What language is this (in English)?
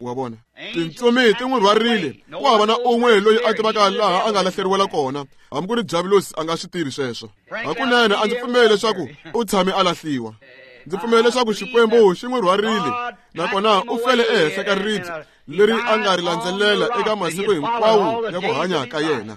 Tsonga